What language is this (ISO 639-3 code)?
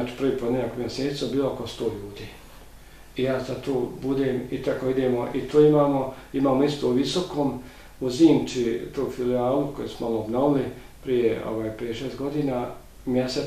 bos